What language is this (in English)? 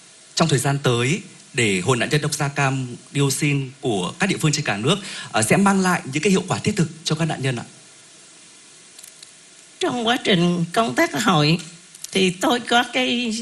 Vietnamese